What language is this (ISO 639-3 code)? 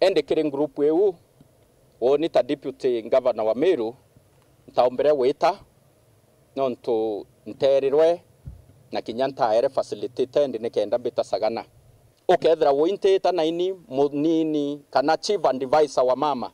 mer